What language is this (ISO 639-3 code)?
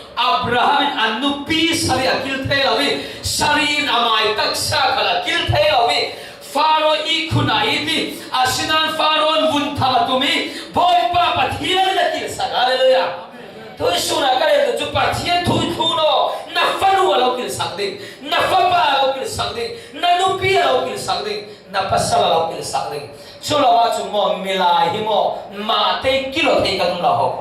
cfm